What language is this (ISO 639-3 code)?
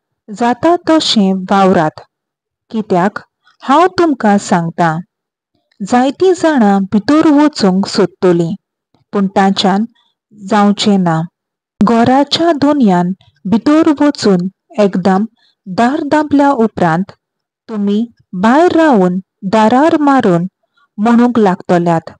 kok